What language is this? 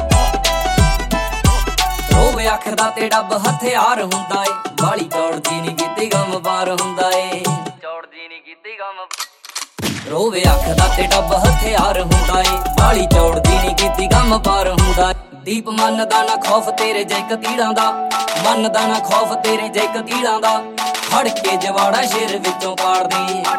Punjabi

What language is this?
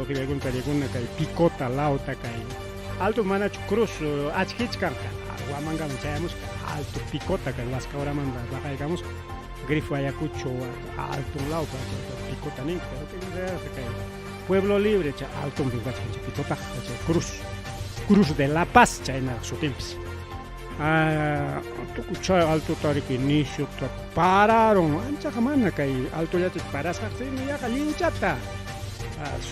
Ayacucho Quechua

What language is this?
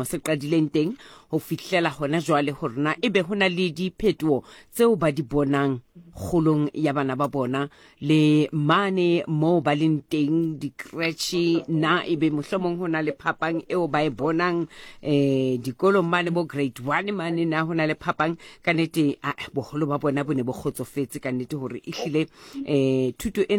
Southern Sotho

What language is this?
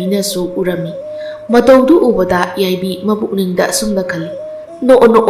Manipuri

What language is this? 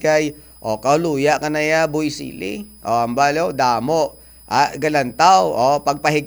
Hiligaynon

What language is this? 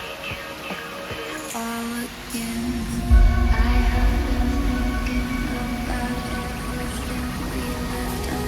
Manipuri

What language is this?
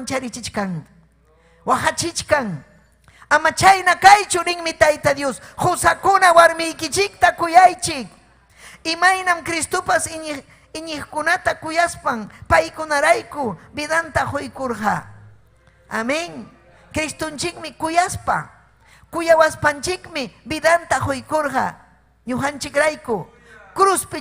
Ayacucho Quechua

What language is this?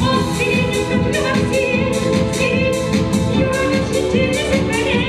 Chuvash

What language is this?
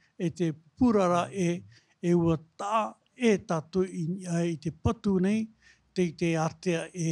Tahitian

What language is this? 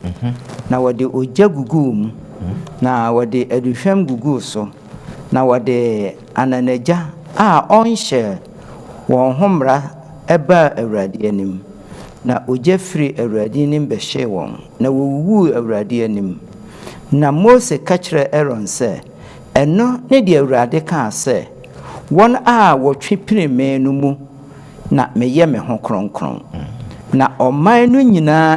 Akan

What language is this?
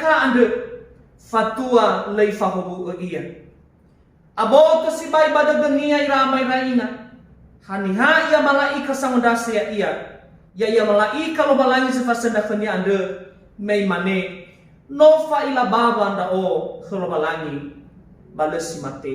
Nias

